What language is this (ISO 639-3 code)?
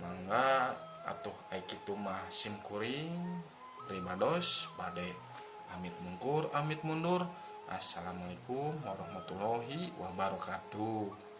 sun